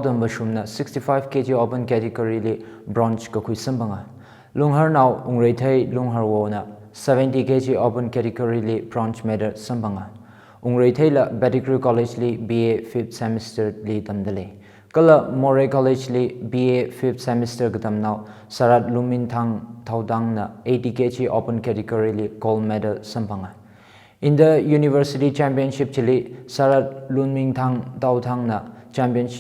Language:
Tangkhul Naga (India)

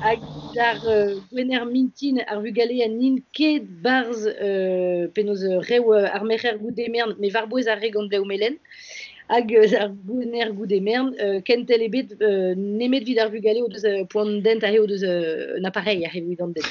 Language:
Breton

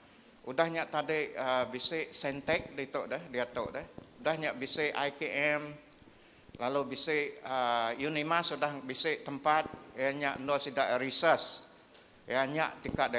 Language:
Iban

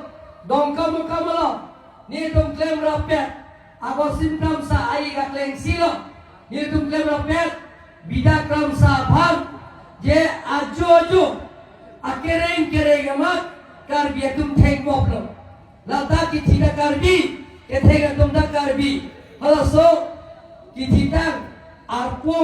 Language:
Karbi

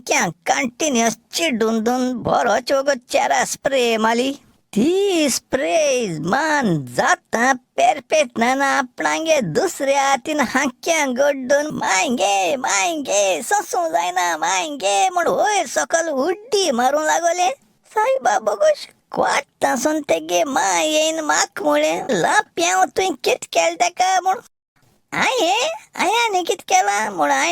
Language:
Konkani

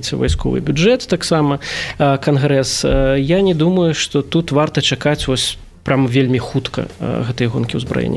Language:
Belarusian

